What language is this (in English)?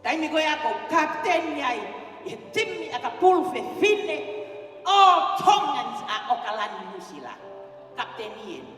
Tongan